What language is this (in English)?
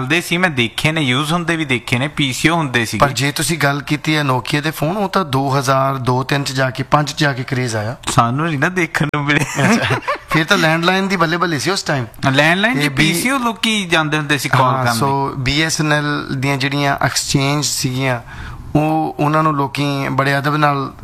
Punjabi